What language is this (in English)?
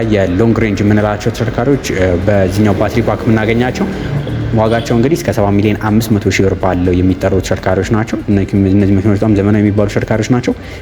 Amharic